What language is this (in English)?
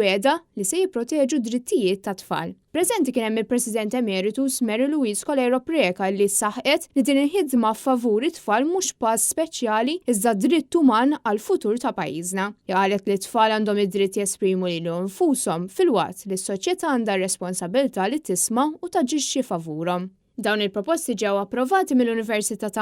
Maltese